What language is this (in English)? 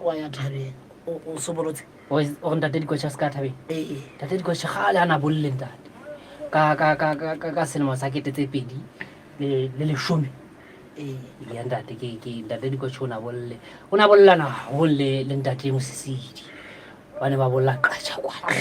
Southern Sotho